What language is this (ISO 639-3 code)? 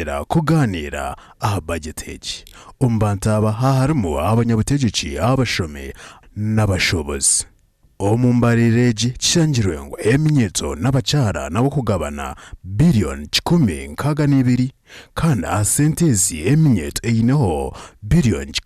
nyn